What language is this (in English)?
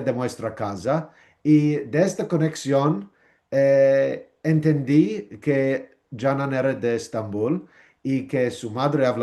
Ladino